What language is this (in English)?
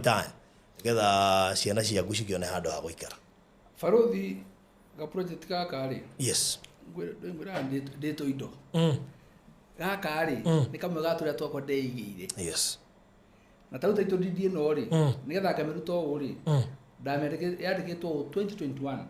Kikuyu